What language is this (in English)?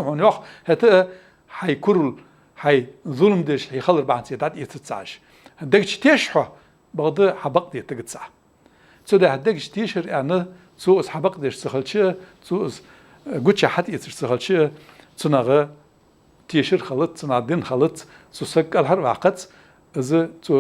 Ingush